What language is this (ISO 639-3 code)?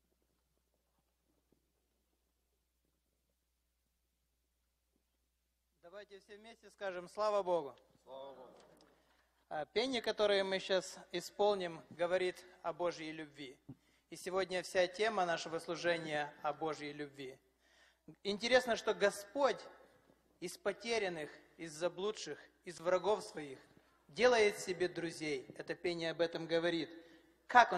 rus